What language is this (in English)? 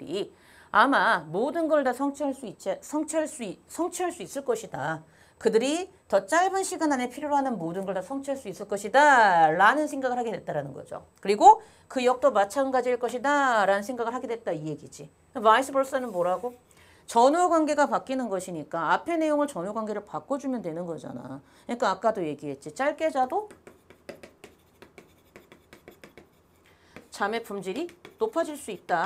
Korean